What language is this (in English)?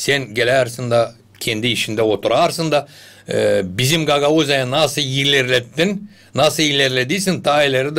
Gagauz